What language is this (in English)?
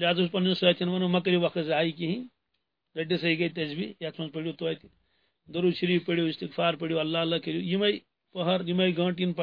Kashmiri